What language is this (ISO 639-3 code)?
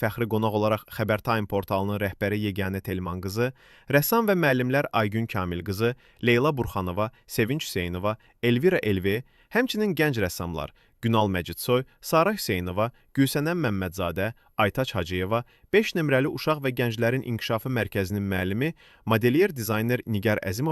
aze